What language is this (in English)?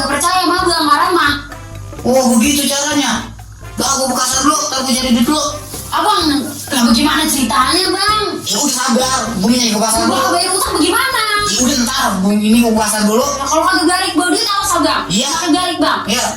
Betawi